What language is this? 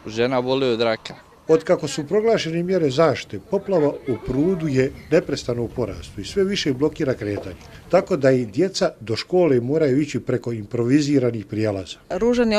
Bosnian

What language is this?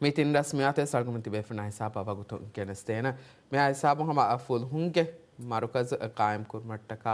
Divehi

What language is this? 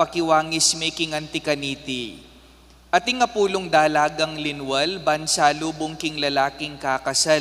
Pampanga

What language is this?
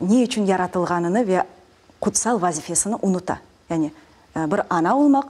Crimean Tatar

